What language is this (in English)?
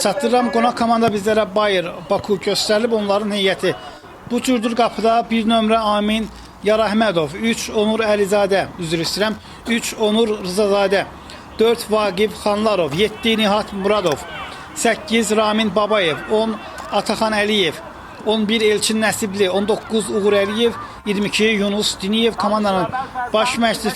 Azerbaijani